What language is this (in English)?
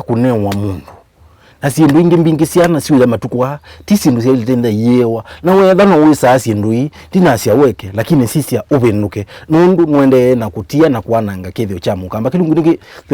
Kamba